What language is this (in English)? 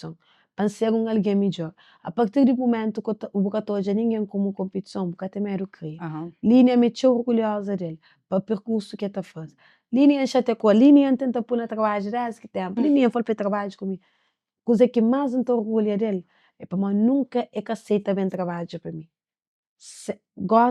Kabuverdianu